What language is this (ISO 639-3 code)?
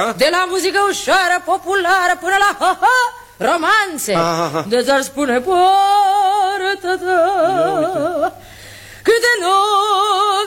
ron